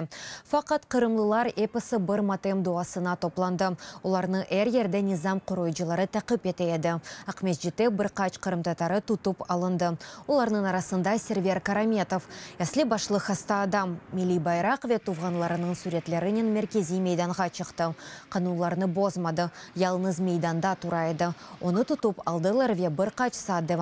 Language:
Crimean Tatar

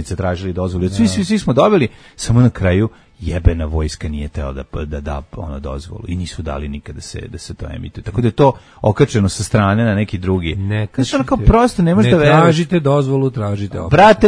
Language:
Serbian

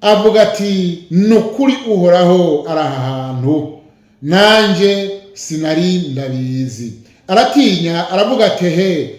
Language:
Rundi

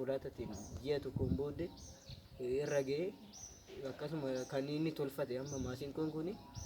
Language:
Oromo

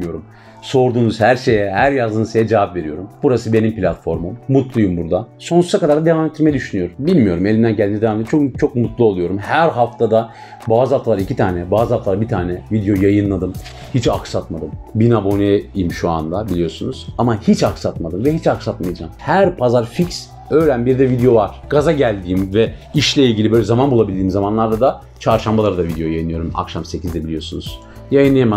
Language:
Turkish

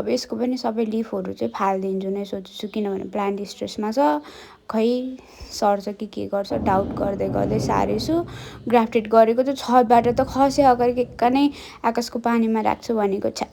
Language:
Nepali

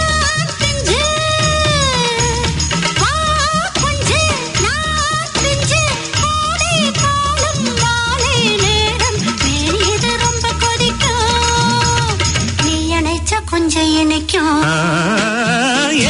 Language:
Tamil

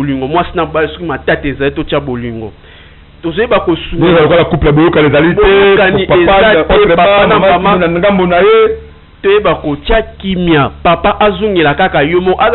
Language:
Lingala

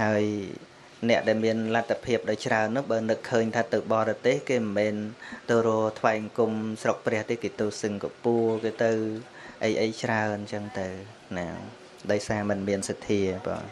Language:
Khmer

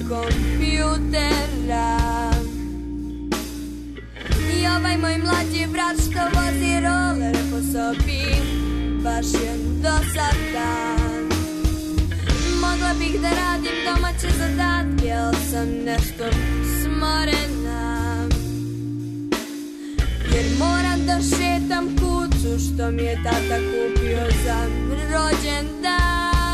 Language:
Serbian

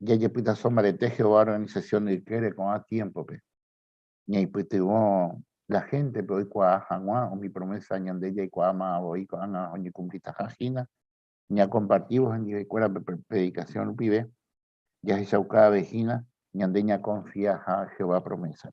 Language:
Guarani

